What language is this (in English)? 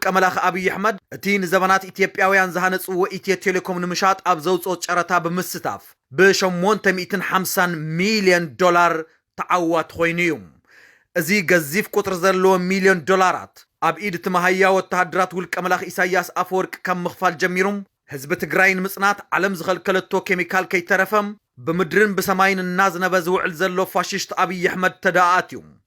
Tigrinya